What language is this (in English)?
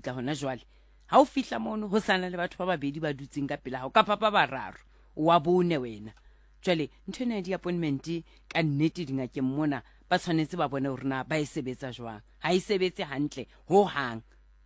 Southern Sotho